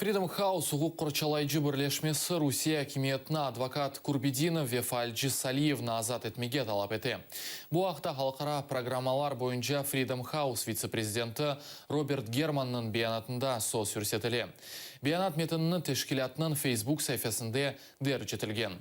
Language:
Crimean Tatar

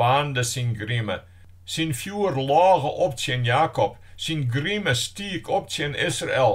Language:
Western Frisian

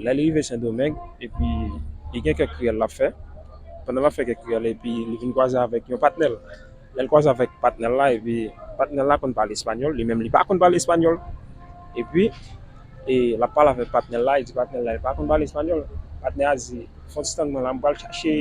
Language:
Haitian Creole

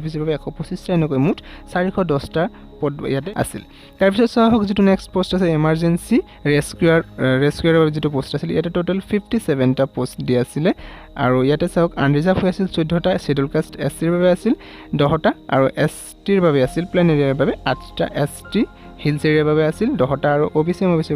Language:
Assamese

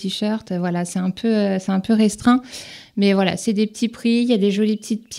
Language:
French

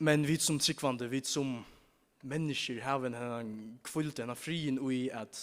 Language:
Faroese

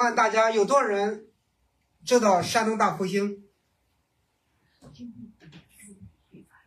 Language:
Chinese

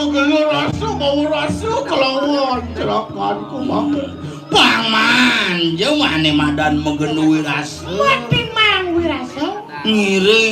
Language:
Balinese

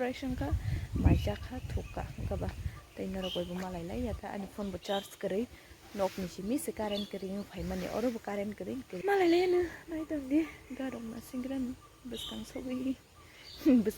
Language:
Kok Borok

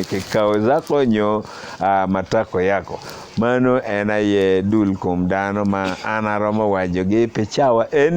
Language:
Acoli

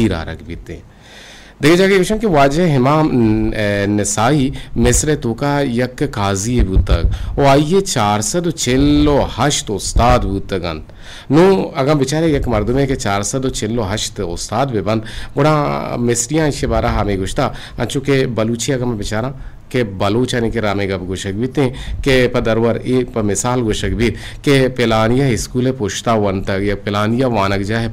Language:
Eastern Balochi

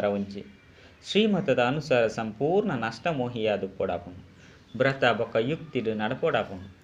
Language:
Tulu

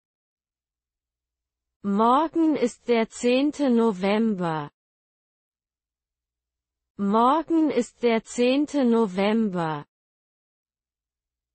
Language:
German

